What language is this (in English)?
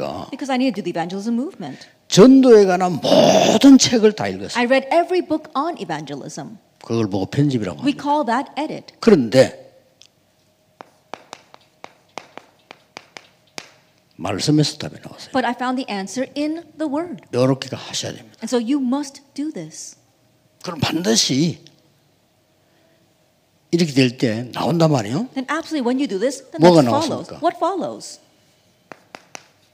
Korean